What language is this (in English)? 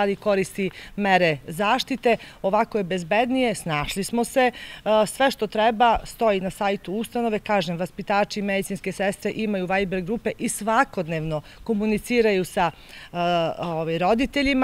Serbian